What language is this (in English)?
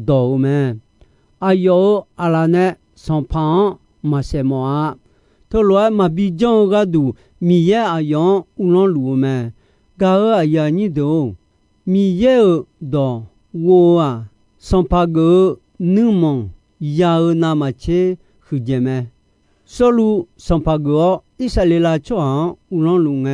Akha